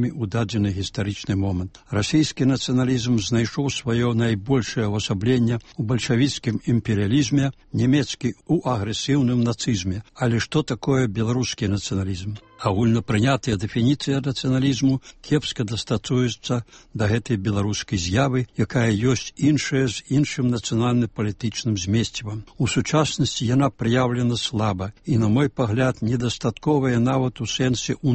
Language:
Belarusian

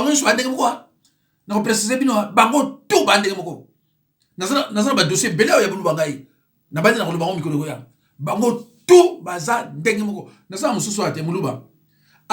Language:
Lingala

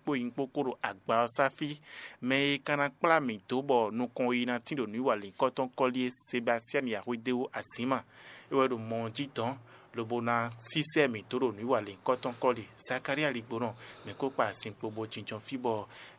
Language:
Fon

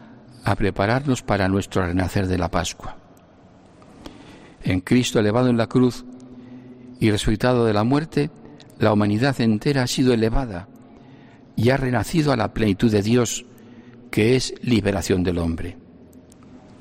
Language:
Spanish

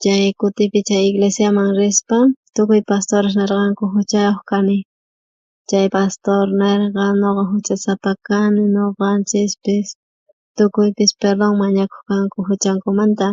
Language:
South Bolivian Quechua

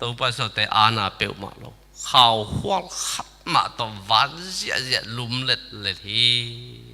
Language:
Tedim Chin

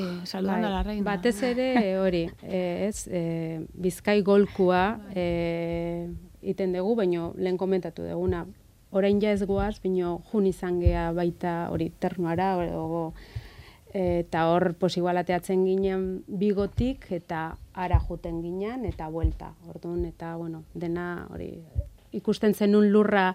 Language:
Basque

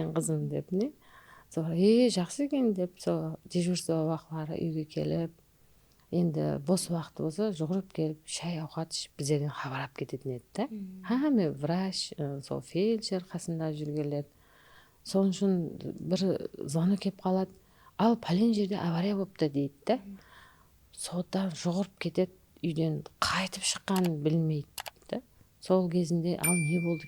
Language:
Kara-Kalpak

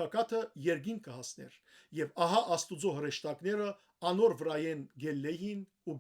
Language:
Western Armenian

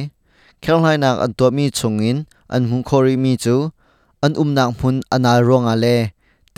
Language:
Hakha Chin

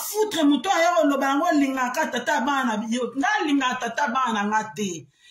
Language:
Lingala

